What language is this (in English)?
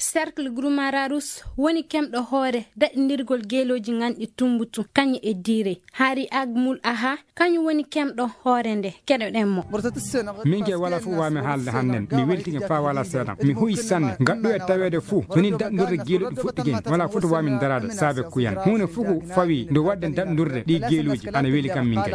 Fula